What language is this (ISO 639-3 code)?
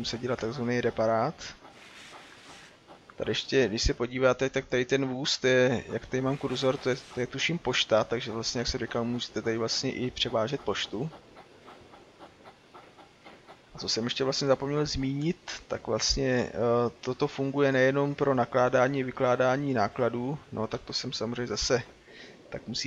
ces